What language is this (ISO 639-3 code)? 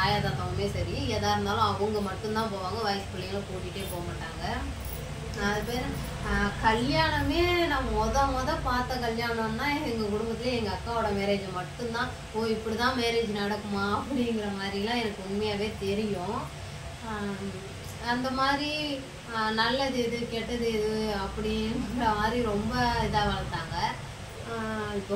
tam